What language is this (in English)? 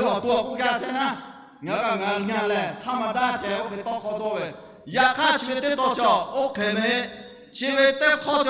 Lahu